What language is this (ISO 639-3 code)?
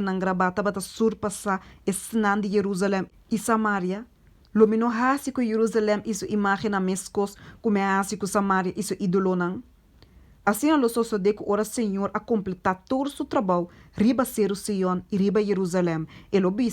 pap